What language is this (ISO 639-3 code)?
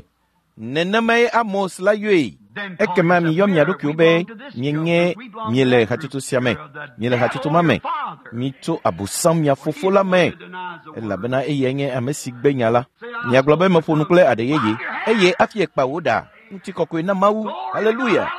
ewe